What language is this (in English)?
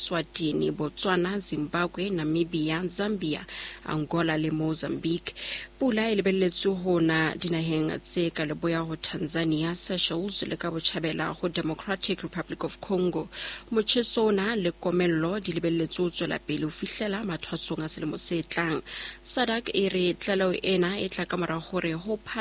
Southern Sotho